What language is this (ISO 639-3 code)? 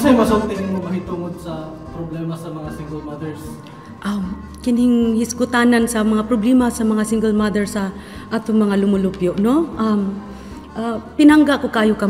ceb